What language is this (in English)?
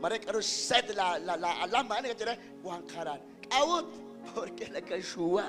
Kekchí